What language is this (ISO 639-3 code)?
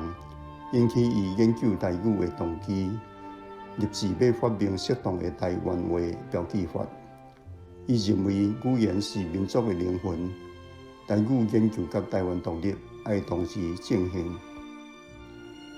nan